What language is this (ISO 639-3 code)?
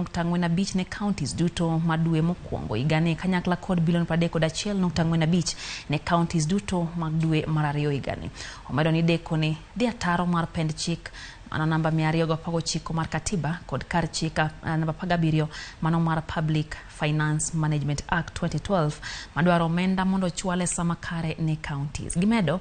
luo